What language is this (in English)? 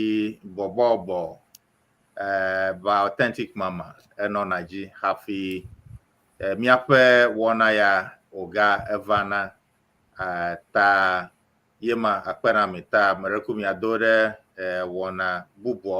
Ewe